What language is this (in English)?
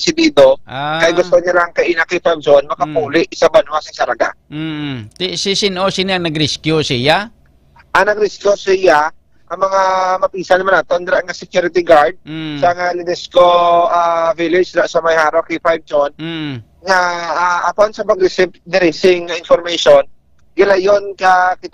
Hiligaynon